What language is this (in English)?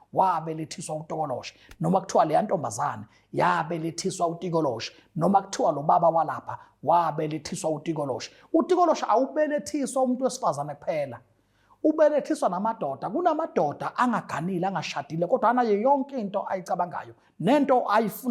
Zulu